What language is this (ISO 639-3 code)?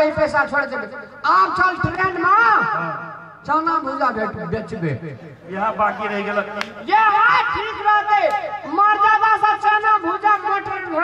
mai